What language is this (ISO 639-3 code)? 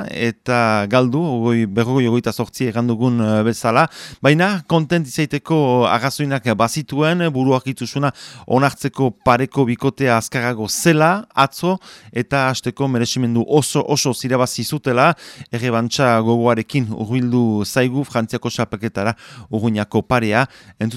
eus